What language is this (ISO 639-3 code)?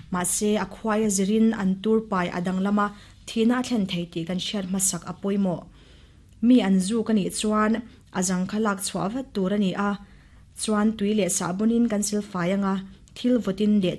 lus